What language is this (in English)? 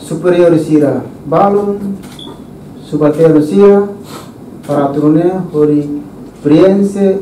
Tetum